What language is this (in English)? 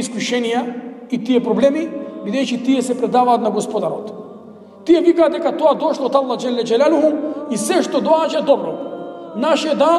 Macedonian